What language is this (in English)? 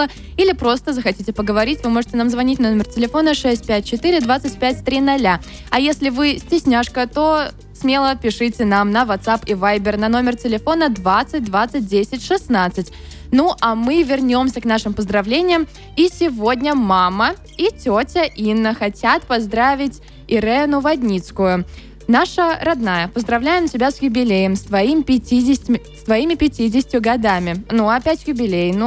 Russian